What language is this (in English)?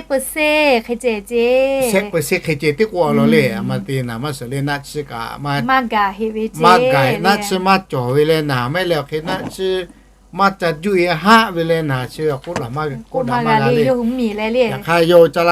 Lahu